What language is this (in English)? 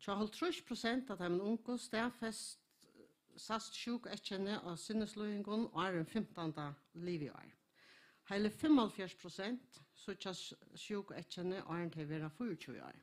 Faroese